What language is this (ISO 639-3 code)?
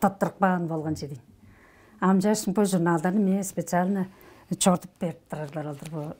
tyv